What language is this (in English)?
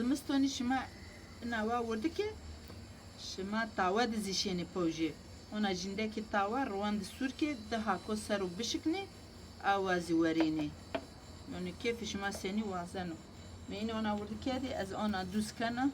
Zaza